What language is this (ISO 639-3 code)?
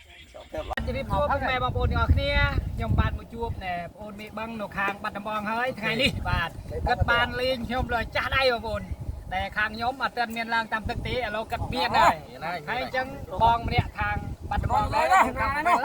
khm